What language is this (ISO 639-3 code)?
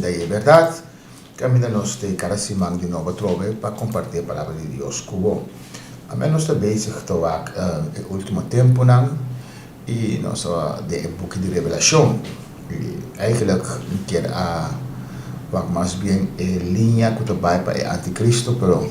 pap